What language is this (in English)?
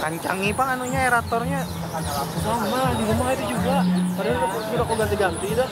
Banjar